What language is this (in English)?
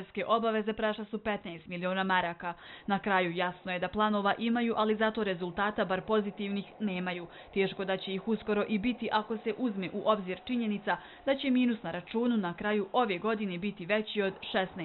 Bosnian